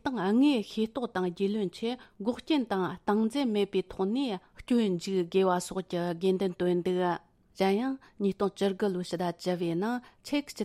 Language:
Tibetan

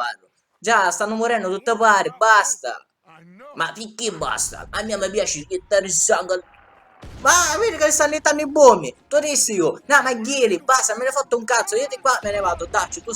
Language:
Sicilian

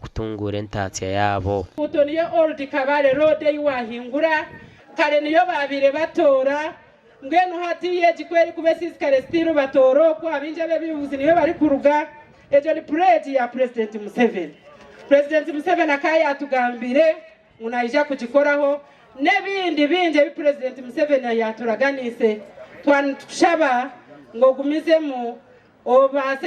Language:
Nyankole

